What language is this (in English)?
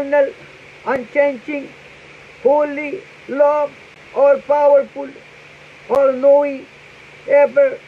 Pohnpeian